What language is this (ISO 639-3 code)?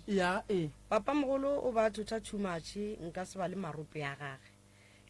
nso